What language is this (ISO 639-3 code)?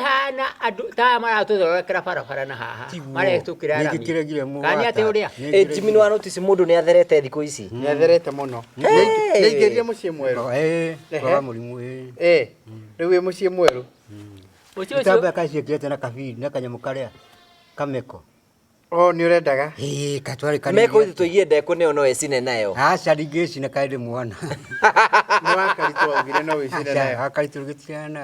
kik